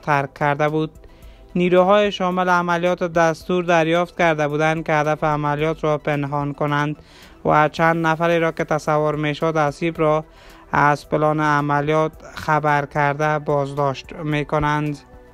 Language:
Persian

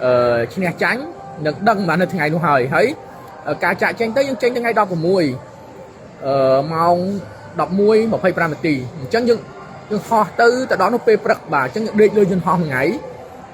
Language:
Khmer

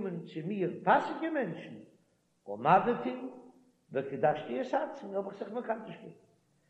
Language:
Yiddish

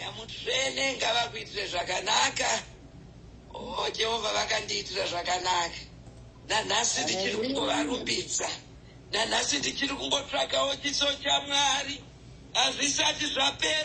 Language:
Shona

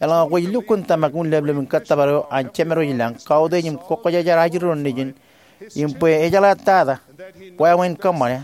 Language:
Marshallese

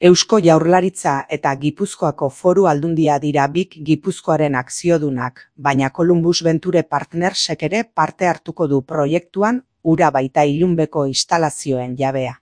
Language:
Basque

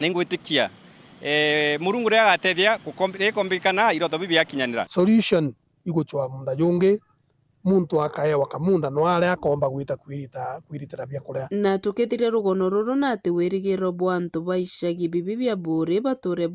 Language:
Meru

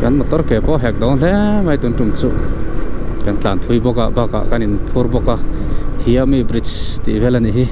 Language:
Mizo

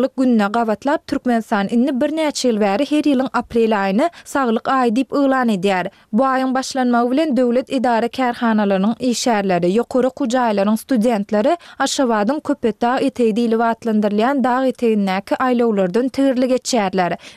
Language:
Turkmen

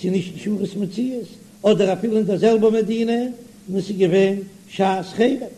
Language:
Yiddish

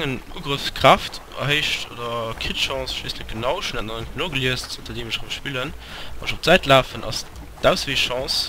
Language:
Luxembourgish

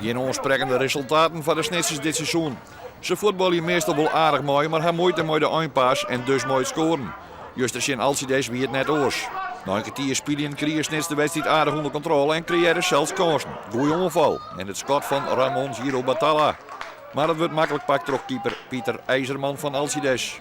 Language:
Western Frisian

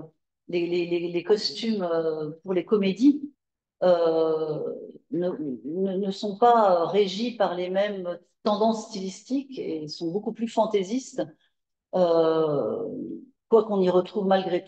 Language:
French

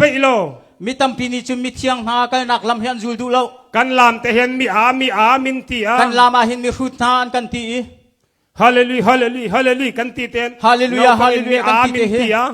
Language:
Hakha Chin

